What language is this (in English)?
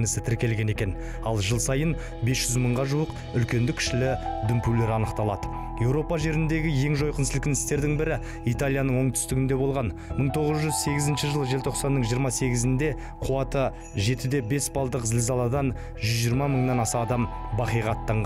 Kazakh